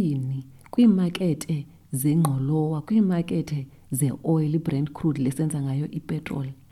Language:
Xhosa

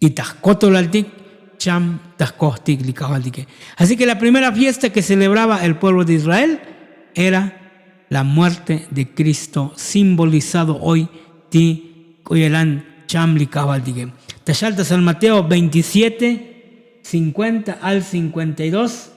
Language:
Tzotzil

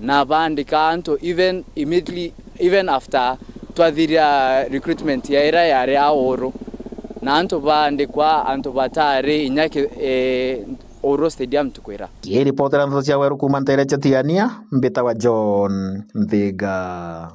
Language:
Meru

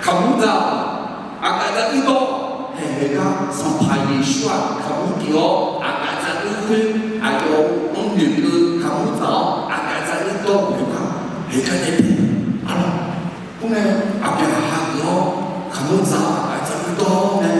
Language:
Akha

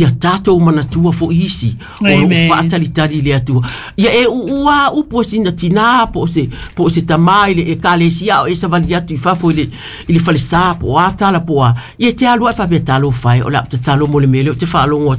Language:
Samoan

